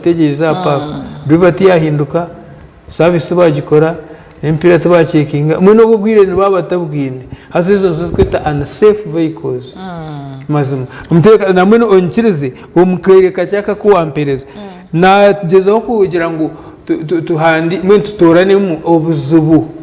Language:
Nyankole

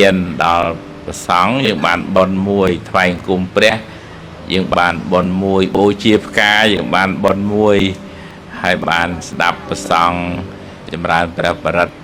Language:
Khmer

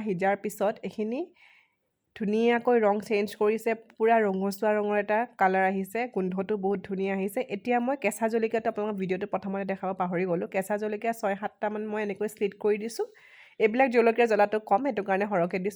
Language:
Assamese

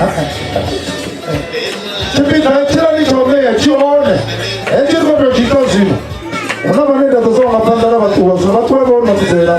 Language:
Venda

